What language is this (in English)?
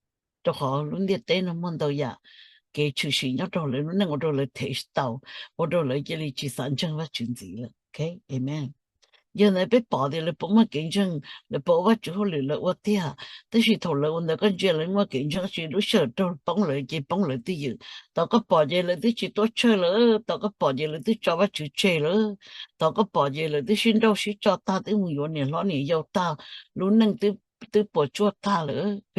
Hmong